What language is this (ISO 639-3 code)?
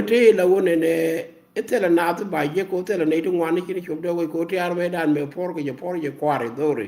nus